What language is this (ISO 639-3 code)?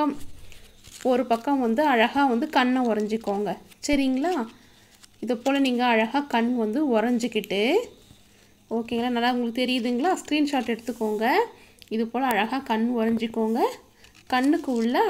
tam